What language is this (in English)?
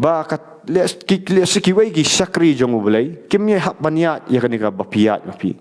Khasi